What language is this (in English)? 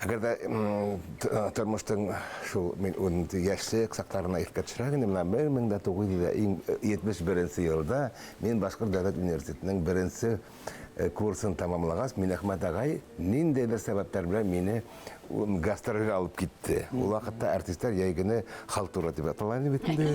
Bashkir